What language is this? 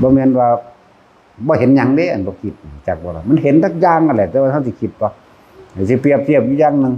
Northeastern Thai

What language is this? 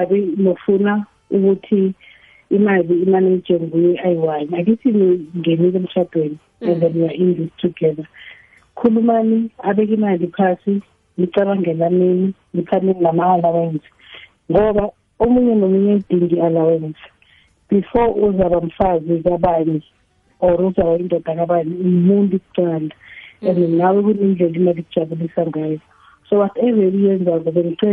South Ndebele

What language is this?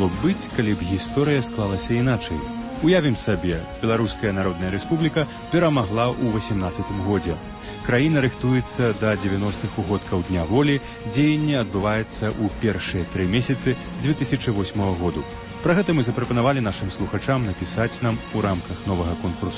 Belarusian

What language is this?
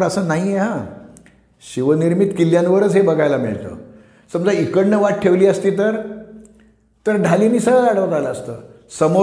Marathi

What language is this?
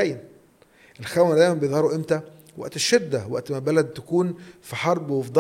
Egyptian Arabic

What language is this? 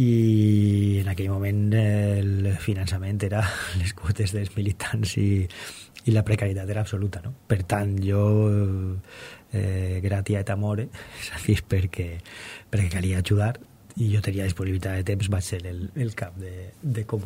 Catalan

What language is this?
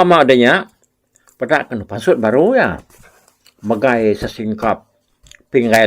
Iban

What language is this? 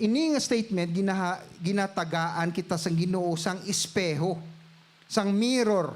Hiligaynon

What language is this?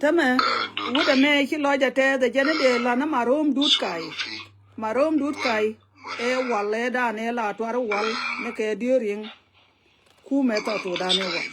Nuer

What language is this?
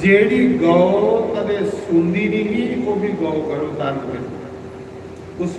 Dogri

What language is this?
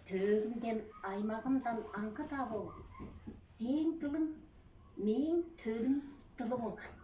Tuvinian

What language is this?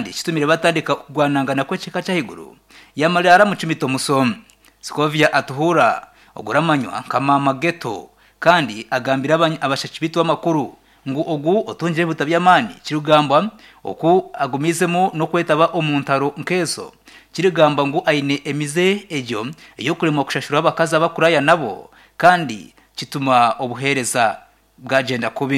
Nyankole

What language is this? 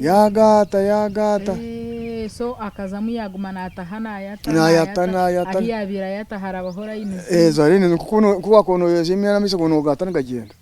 Nyankole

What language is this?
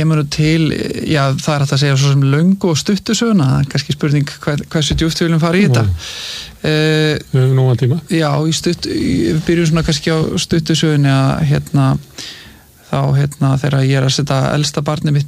Icelandic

